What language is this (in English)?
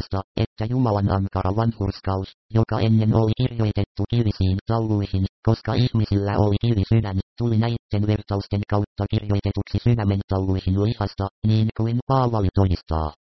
Finnish